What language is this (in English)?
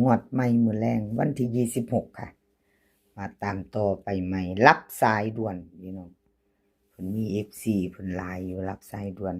Northeastern Thai